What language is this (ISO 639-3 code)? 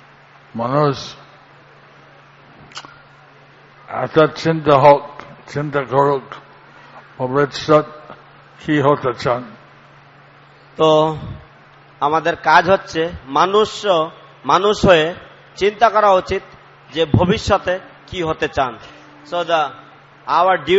ben